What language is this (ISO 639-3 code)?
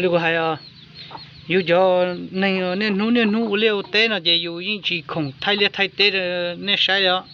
hmn